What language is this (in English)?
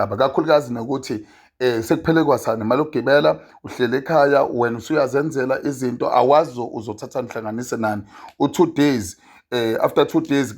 Zulu